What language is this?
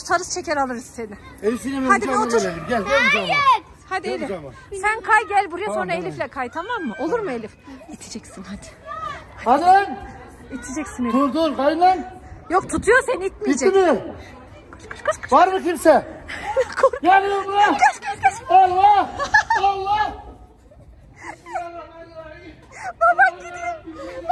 Turkish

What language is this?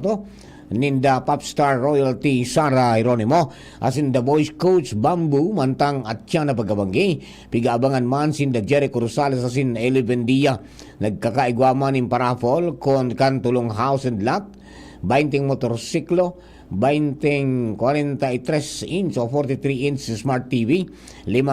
Bikol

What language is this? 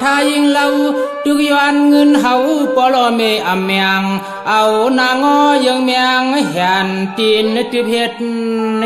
Shan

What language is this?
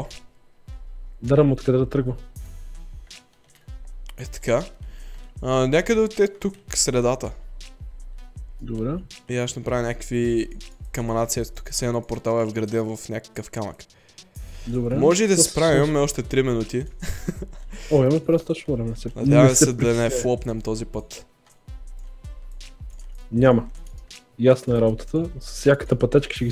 Bulgarian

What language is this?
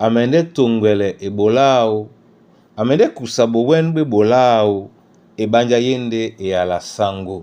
Duala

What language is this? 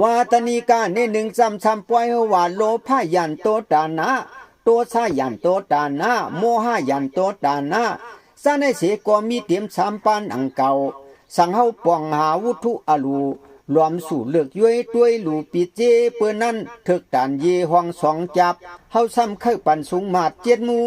Shan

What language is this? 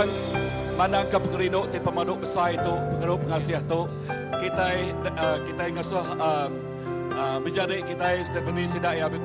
Iban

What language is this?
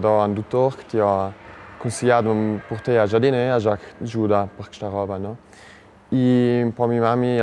Ladin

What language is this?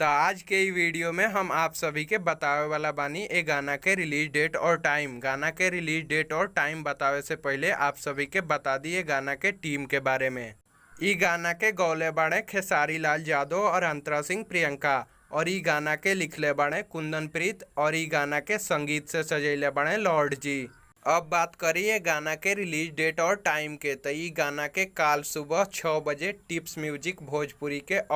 Bhojpuri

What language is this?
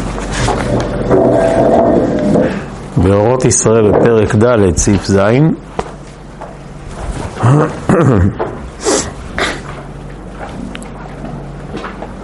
Hebrew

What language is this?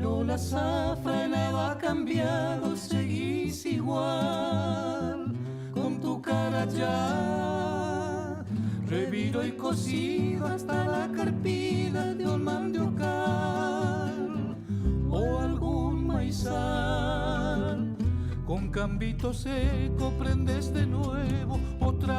Guarani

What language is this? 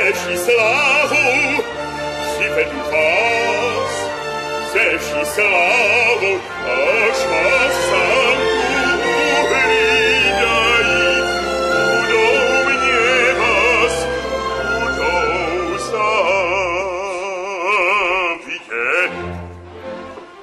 Czech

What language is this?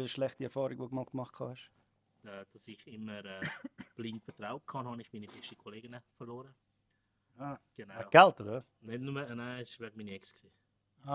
Swiss German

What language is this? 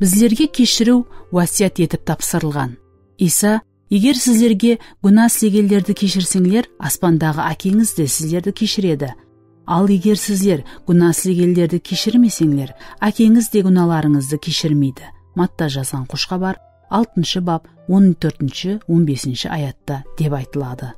Kara-Kalpak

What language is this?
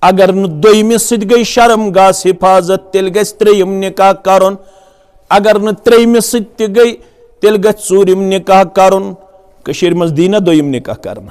Kashmiri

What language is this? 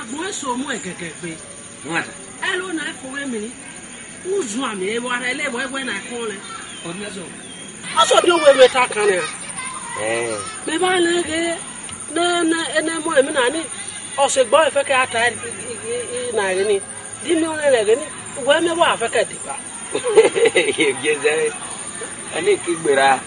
Esan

